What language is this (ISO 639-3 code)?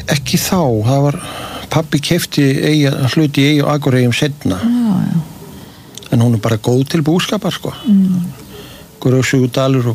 isl